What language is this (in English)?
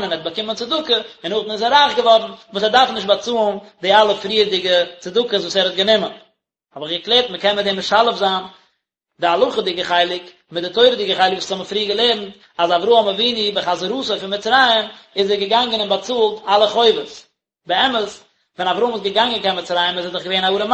Yiddish